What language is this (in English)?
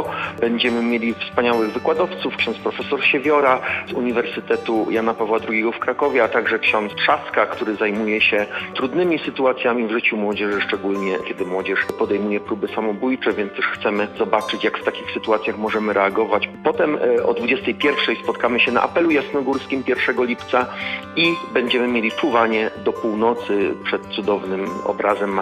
Polish